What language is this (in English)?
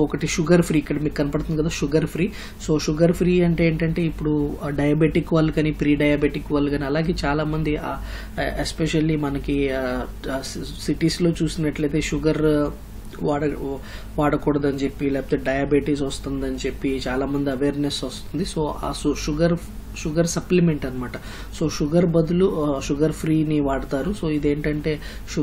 Telugu